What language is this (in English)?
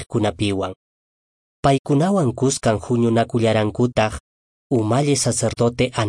Quechua